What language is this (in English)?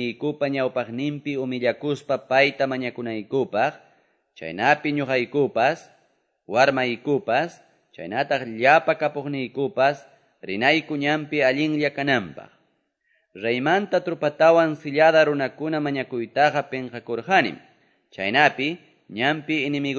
Quechua